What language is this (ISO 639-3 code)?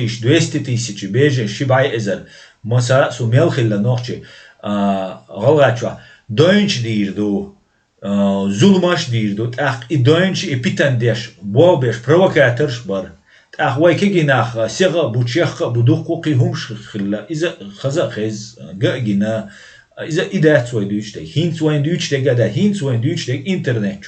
che